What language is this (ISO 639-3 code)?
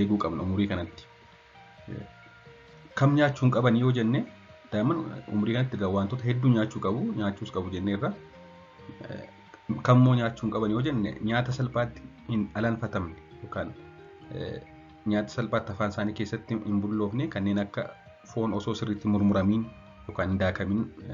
orm